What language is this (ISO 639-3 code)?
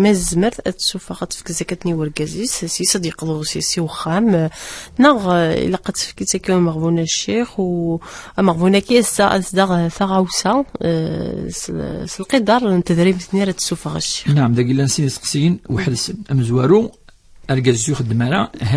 kab